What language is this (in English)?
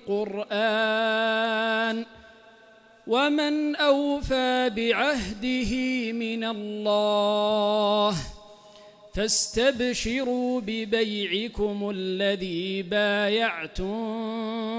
Arabic